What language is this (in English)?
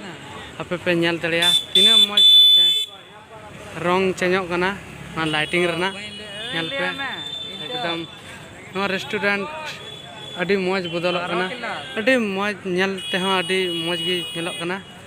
Santali